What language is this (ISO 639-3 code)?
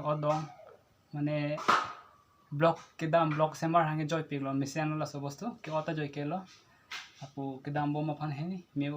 mjw